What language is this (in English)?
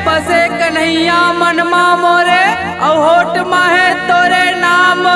Chhattisgarhi